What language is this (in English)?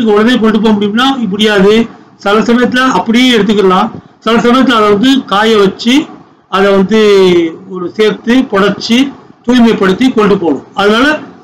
Tamil